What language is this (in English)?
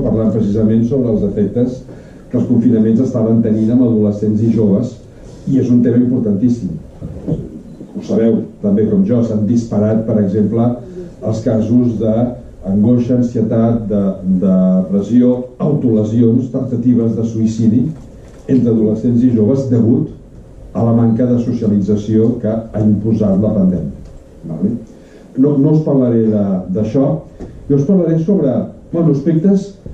Catalan